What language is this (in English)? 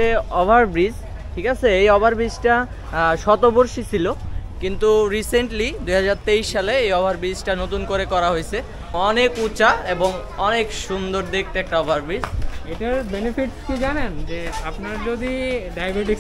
Bangla